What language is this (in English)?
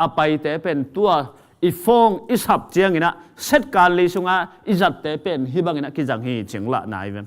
Tedim Chin